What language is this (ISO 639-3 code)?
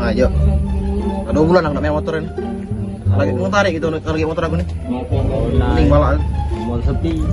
mui